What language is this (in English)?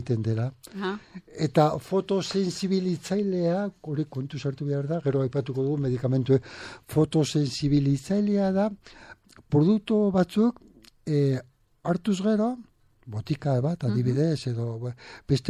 Basque